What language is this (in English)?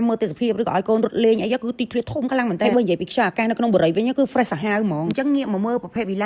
Khmer